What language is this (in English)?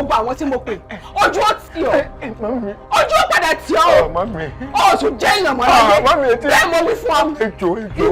Yoruba